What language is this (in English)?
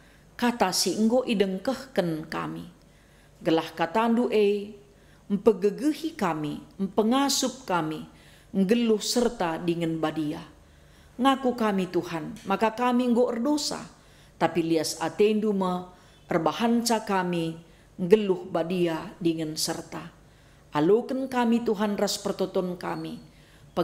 Batak Karo